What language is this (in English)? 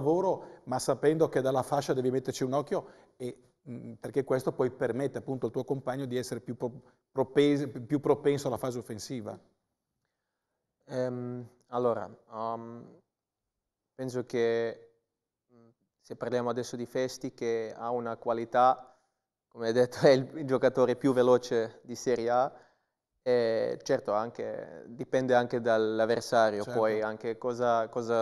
Italian